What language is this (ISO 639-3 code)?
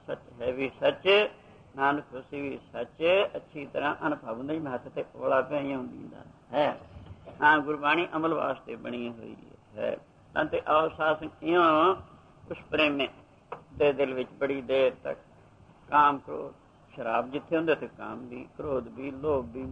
pan